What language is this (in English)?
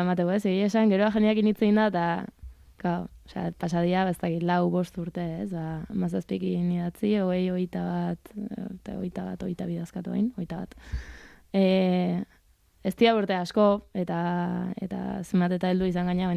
Basque